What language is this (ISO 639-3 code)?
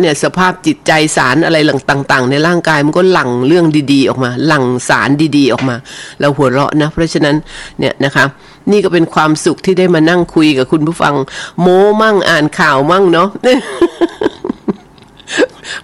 tha